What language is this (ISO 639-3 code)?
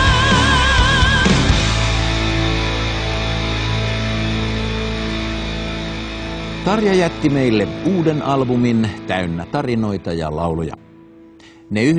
fin